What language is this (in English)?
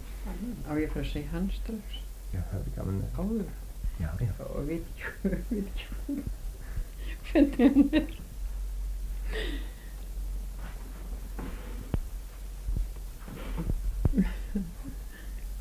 Icelandic